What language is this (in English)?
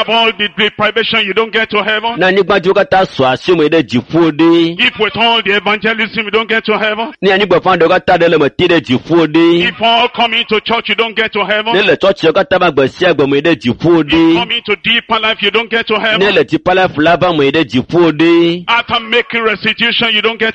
Ewe